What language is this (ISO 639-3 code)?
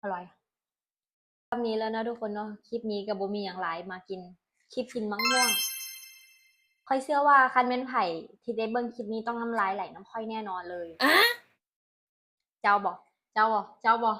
lao